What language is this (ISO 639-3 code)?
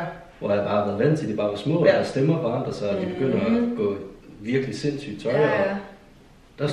dan